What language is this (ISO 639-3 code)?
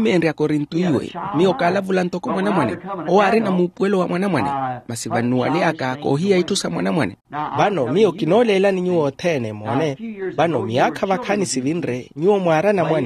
vmw